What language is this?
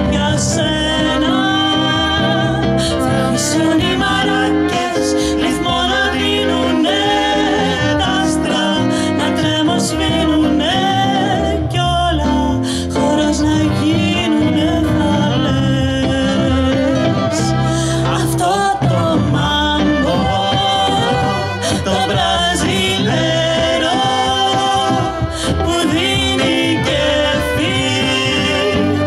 Greek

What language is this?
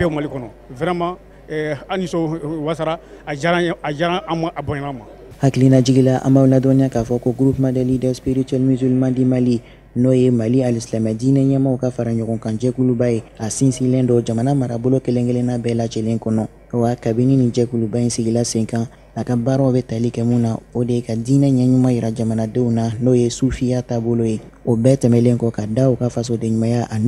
Bambara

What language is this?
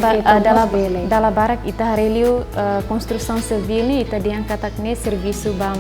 Tetum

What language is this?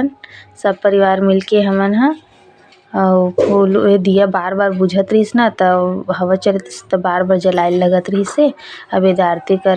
Chhattisgarhi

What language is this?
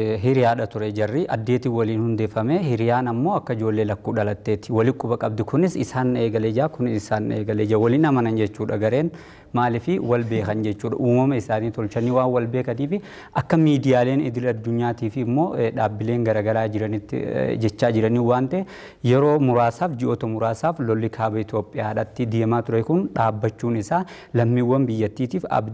Oromo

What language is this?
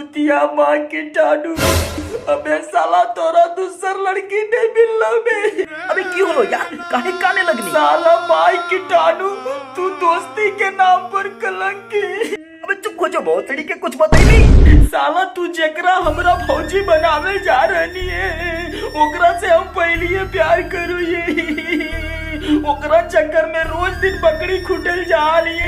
Magahi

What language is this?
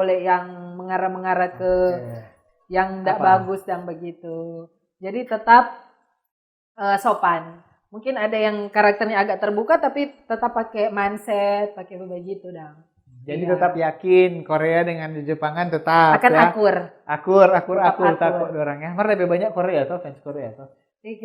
Manado Malay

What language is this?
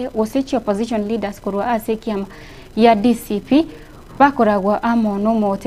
Gusii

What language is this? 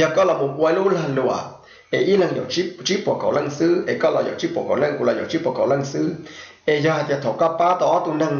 Hmong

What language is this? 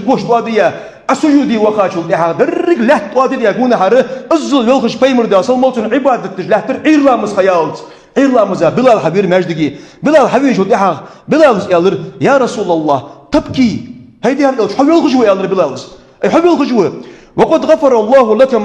Ingush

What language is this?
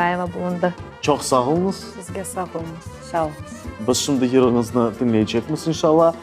Crimean Tatar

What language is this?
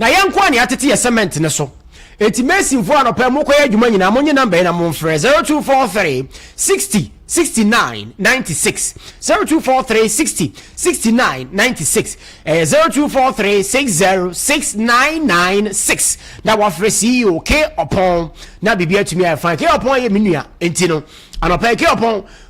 Akan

